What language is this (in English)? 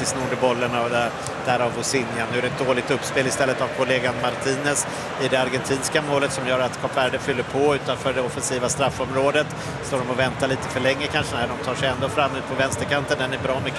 Swedish